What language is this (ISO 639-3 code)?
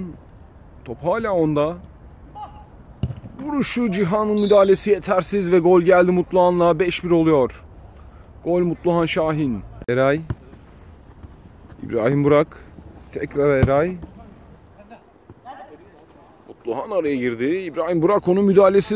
tur